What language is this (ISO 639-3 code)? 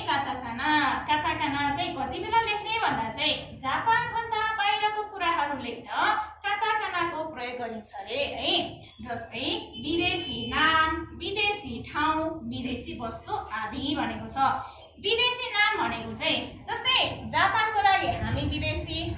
nep